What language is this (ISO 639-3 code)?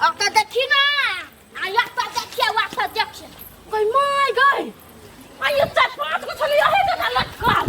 mai